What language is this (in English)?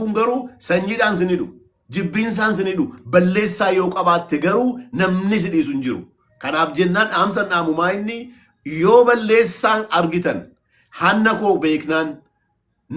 Oromo